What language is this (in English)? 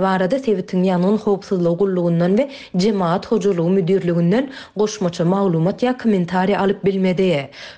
Turkmen